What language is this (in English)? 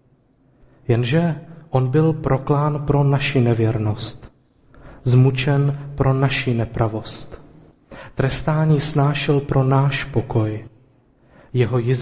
Czech